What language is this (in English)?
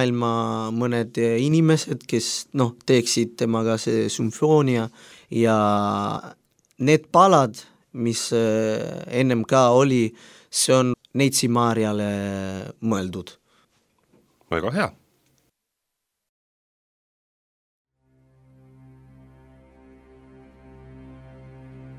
Estonian